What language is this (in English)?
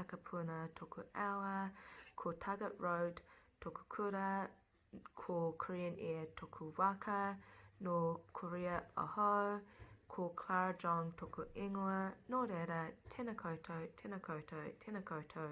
Māori